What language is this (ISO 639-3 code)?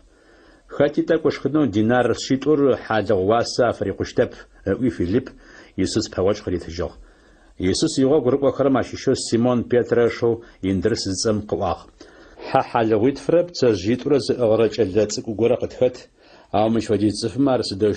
ady